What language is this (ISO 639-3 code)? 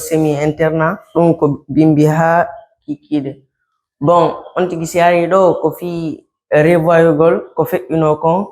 ful